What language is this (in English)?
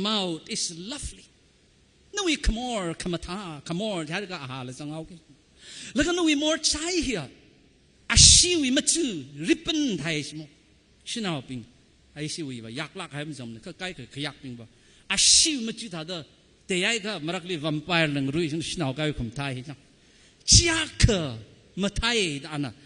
Tangkhul Naga (India)